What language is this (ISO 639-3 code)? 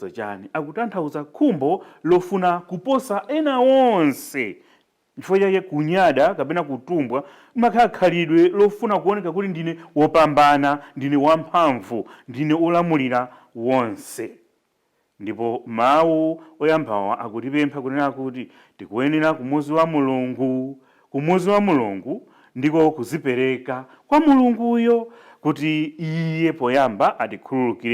nya